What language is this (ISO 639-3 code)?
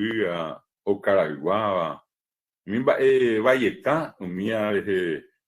grn